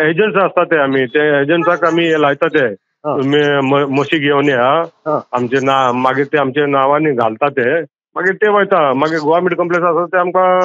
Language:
Konkani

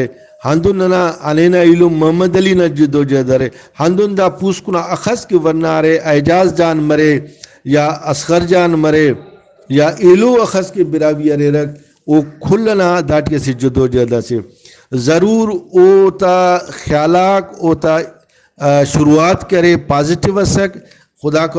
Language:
Brahui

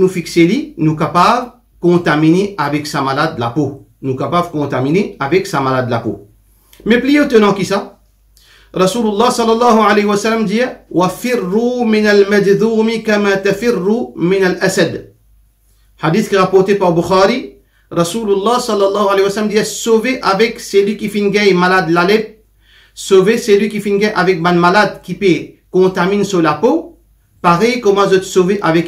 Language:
Morisyen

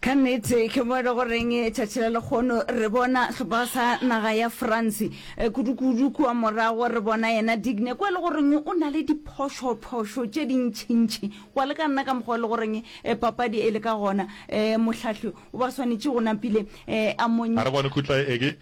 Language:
Northern Sotho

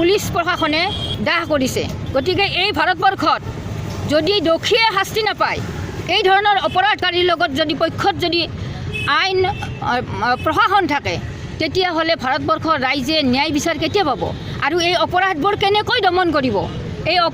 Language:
Assamese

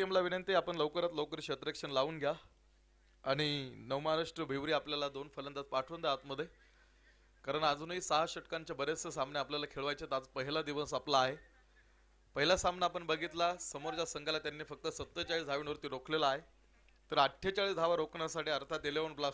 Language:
Marathi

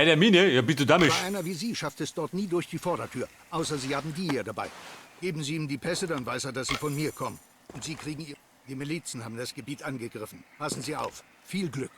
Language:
Bavarian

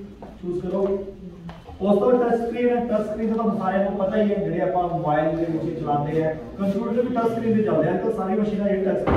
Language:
Punjabi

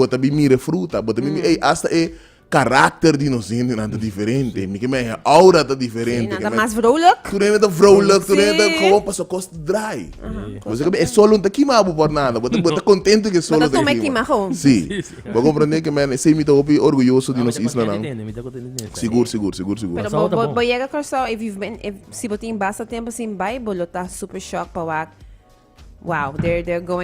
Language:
Papiamento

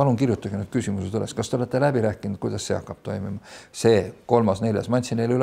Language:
Estonian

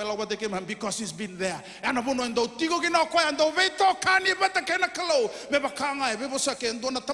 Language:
Fijian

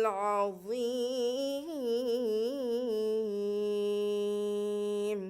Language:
Divehi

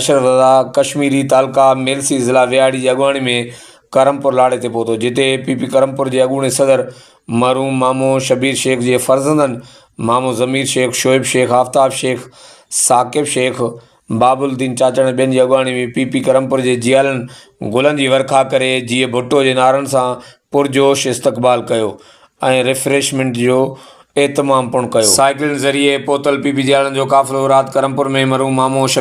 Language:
Sindhi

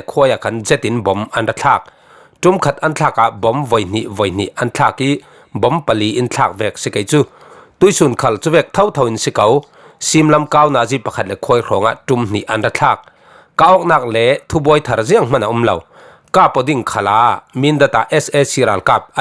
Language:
Falam Chin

